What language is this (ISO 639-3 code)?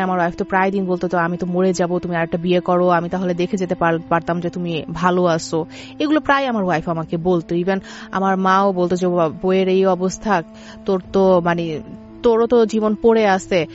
ben